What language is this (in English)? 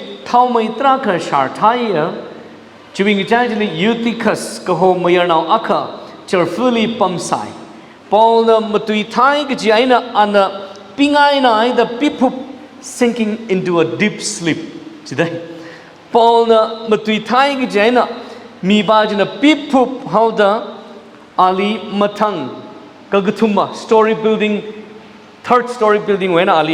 Tangkhul Naga (India)